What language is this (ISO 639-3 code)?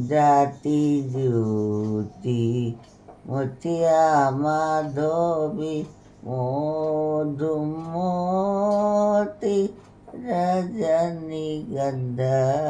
mni